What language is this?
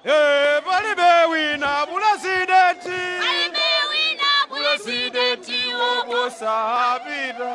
Nyanja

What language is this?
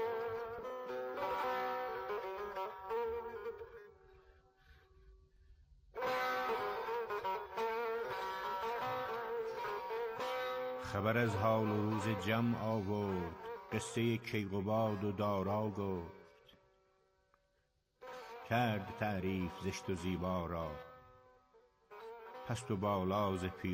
Persian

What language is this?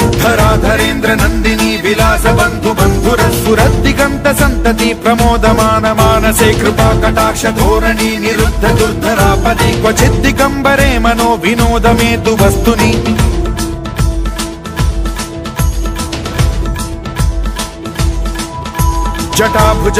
Sanskrit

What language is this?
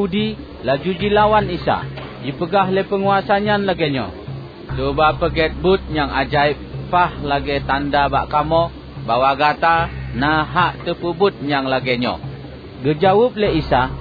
Achinese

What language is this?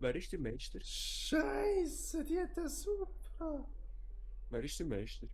Swiss German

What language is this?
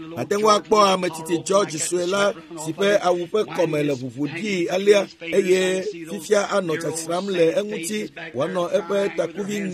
Ewe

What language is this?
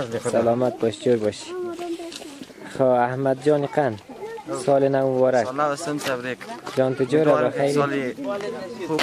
Persian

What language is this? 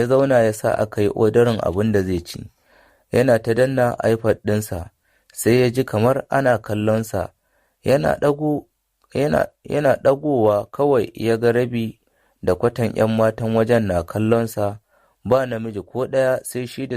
Hausa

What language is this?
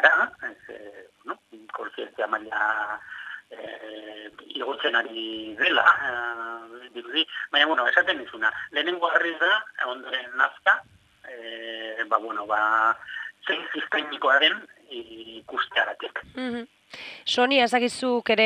Basque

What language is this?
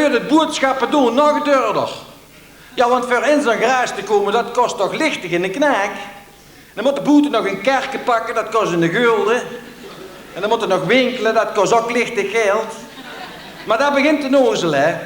Limburgish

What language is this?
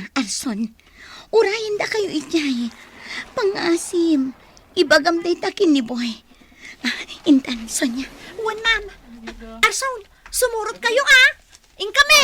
Iloko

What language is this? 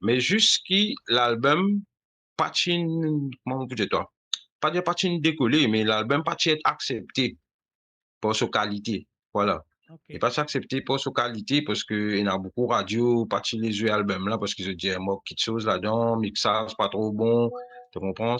Morisyen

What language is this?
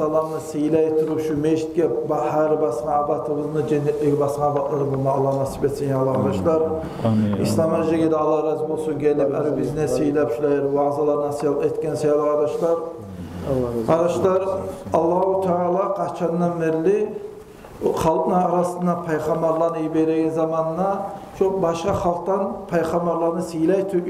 Kumyk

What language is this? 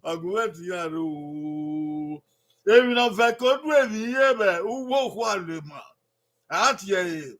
Bini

